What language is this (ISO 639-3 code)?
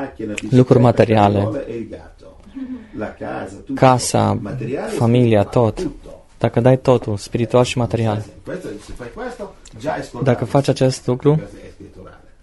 ron